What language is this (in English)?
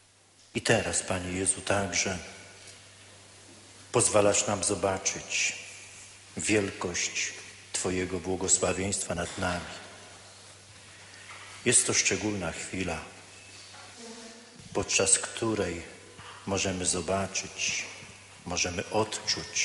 Polish